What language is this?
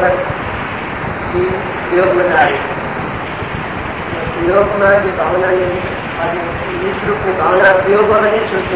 Gujarati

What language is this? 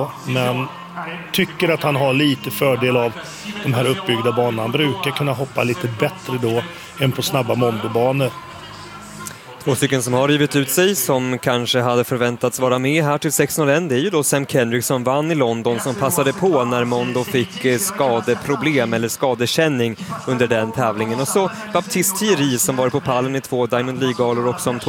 Swedish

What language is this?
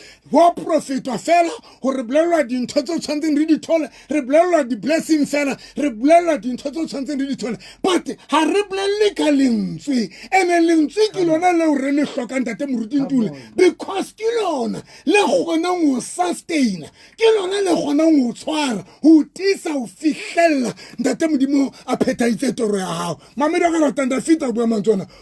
Southern Sotho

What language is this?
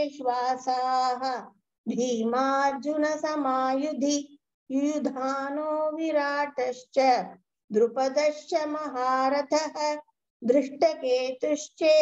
Sanskrit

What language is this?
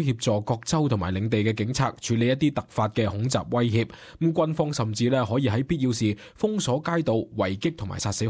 Cantonese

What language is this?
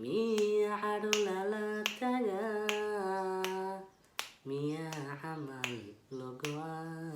Somali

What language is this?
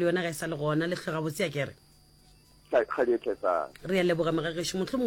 Northern Sotho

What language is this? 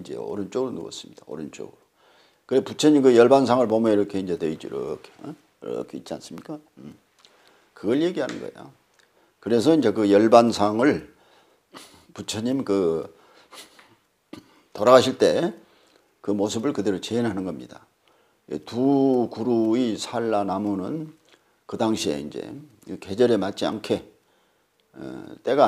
Korean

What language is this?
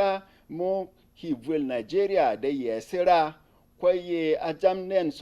Berom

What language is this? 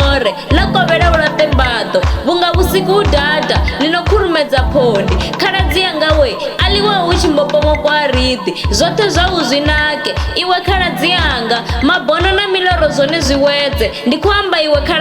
Venda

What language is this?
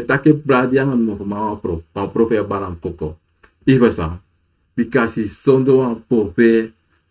Sranan Tongo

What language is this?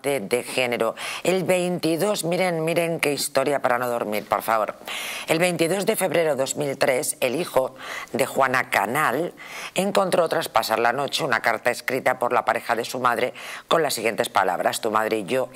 Spanish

